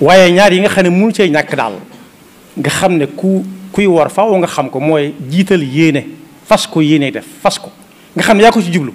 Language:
Wolof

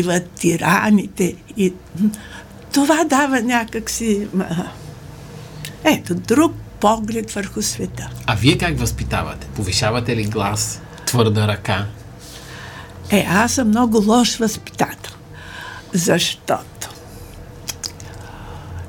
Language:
Bulgarian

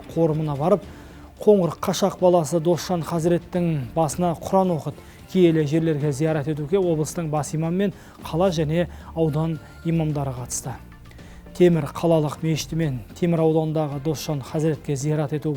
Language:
Kazakh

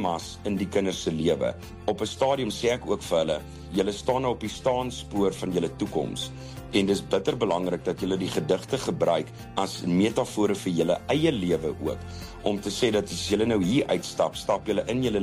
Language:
Afrikaans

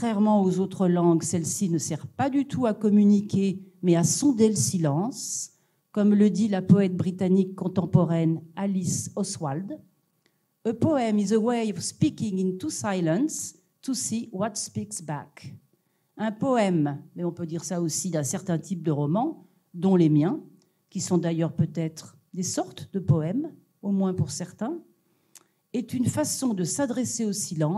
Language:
French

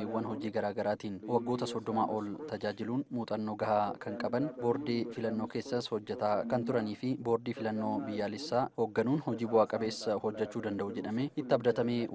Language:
Oromo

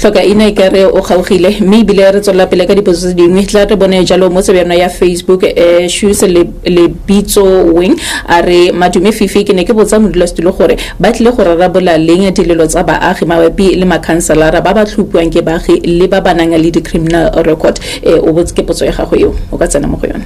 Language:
Tswana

